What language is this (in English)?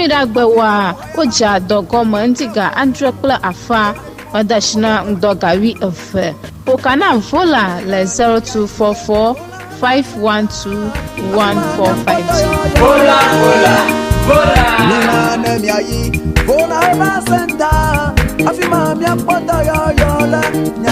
Ewe